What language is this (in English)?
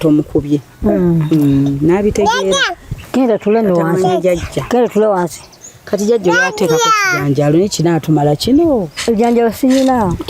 Ganda